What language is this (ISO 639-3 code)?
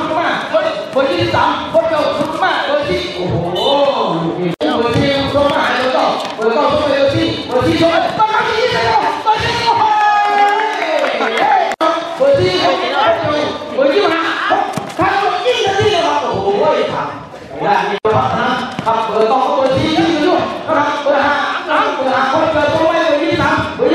tha